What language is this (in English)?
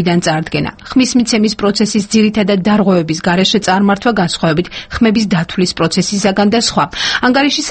Georgian